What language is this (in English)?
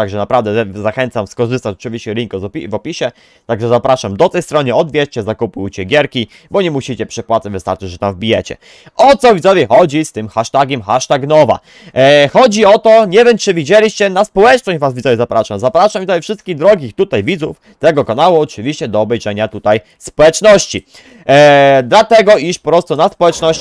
Polish